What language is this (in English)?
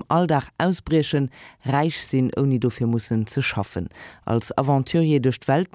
Luxembourgish